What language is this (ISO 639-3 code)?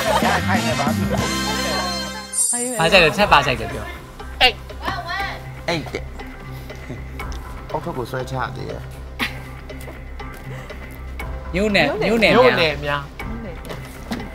mya